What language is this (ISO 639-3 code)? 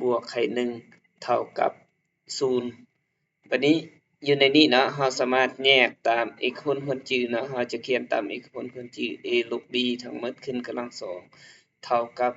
lao